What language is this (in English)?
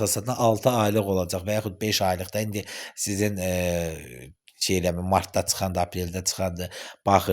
Azerbaijani